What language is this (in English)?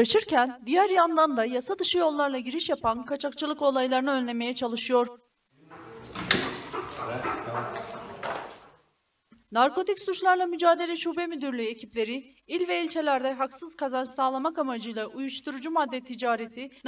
Turkish